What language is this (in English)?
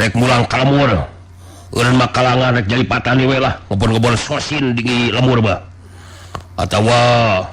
Sundanese